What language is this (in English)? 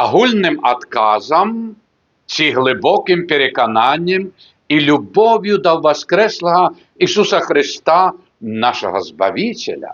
Belarusian